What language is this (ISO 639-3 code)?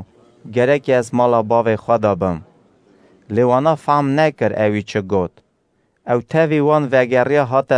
kur